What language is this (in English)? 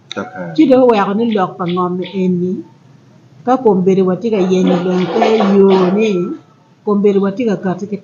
Acoli